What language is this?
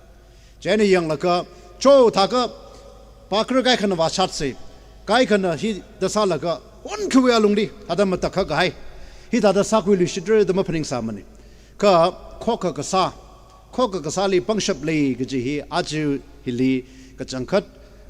Tangkhul Naga (India)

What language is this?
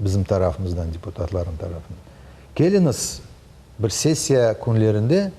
Crimean Tatar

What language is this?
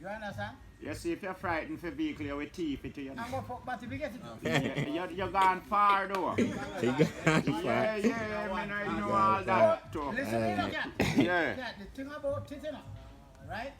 Jamaican Creole English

